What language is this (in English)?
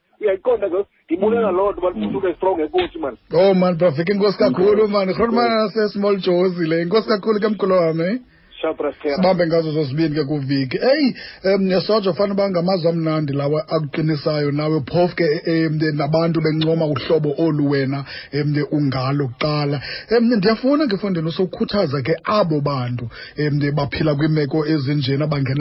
Xhosa